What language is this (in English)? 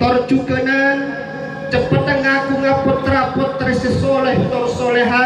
Madurese